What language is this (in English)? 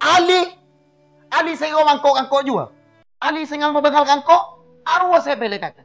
Madurese